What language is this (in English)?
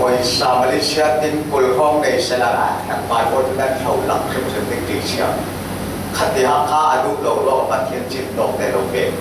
Falam Chin